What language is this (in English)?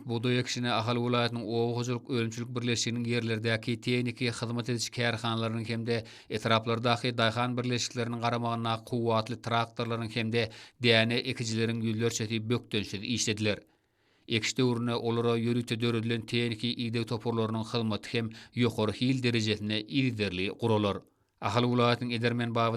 Turkmen